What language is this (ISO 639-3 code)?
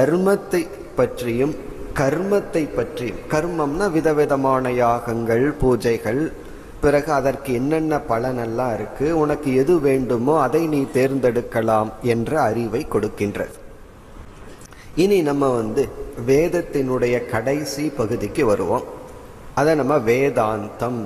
tam